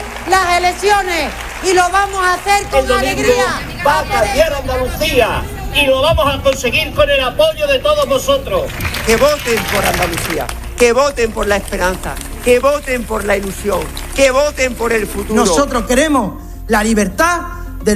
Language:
Spanish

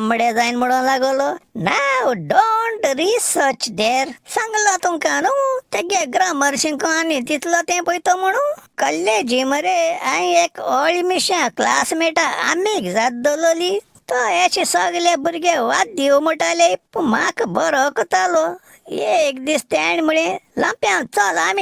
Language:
Konkani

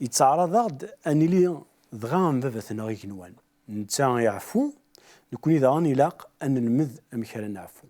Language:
Kabyle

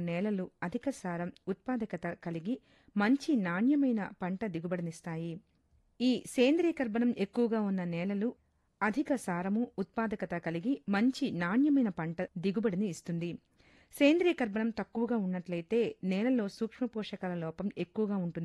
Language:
Telugu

